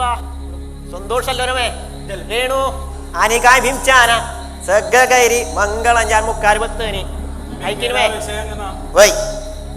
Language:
Konkani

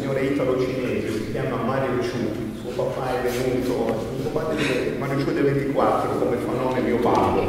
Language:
Italian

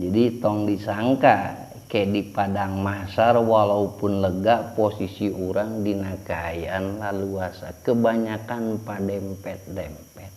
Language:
Sundanese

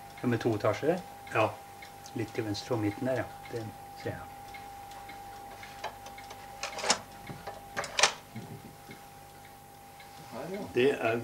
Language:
Norwegian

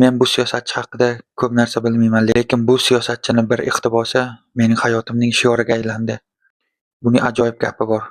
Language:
Uzbek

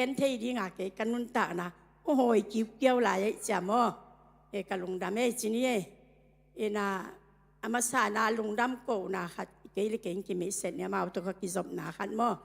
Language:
Tedim Chin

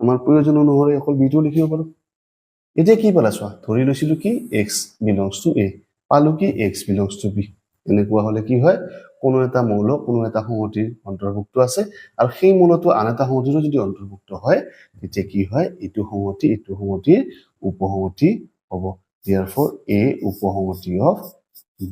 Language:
Assamese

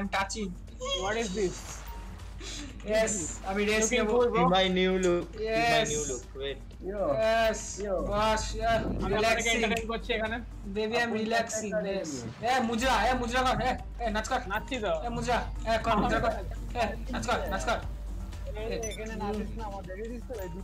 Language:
Bangla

